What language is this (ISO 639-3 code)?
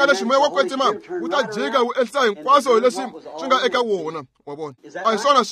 tso